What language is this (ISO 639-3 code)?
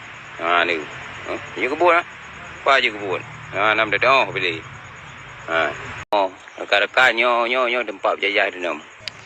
ace